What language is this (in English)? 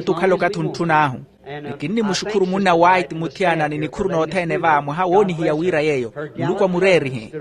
Makhuwa